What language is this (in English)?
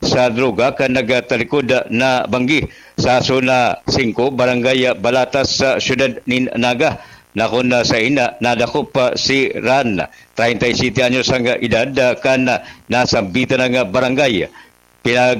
Bikol